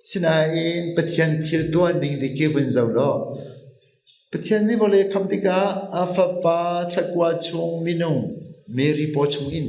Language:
Hakha Chin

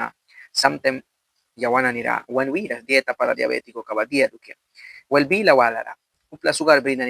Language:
Mískito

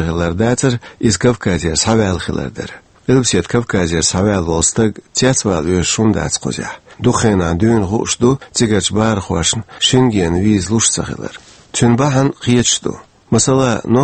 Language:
Chechen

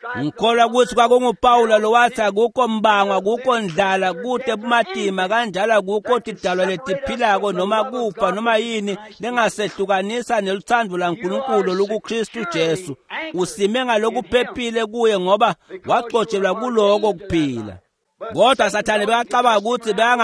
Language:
Swati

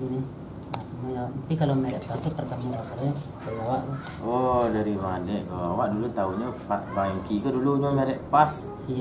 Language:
Minangkabau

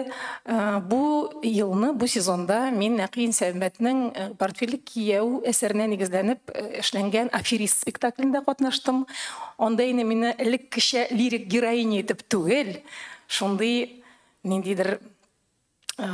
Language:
Tatar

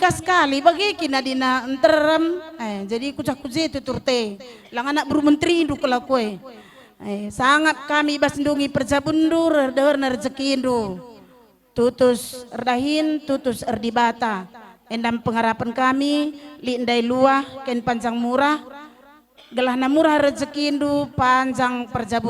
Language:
Batak Karo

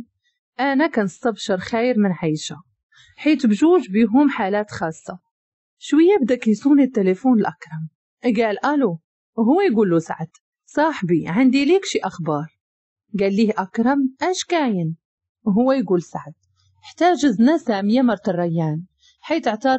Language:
Moroccan Arabic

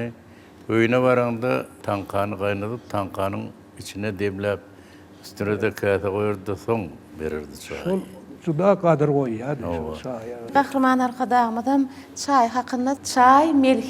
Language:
Turkmen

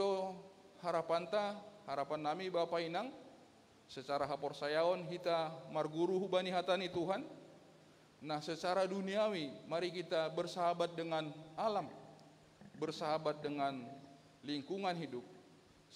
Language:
Batak Simalungun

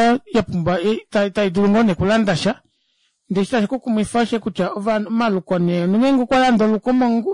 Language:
Kuanyama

